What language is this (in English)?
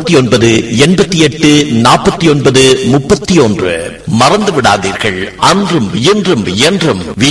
Tamil